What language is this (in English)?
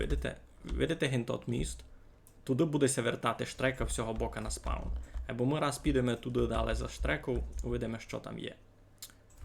Rusyn